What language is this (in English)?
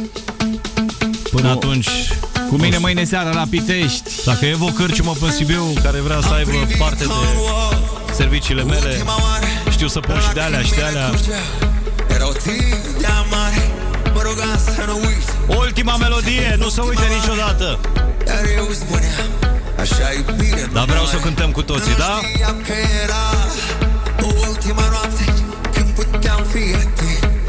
Romanian